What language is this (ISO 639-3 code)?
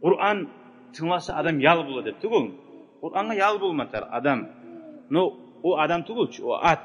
kum